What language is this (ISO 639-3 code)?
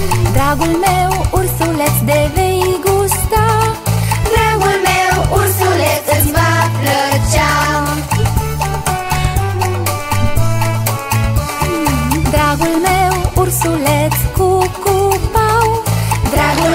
ron